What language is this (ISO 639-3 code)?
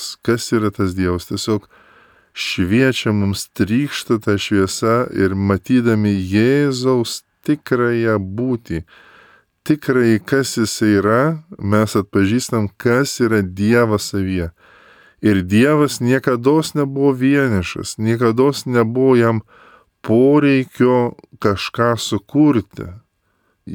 lit